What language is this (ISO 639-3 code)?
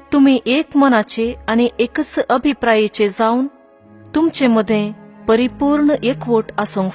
kok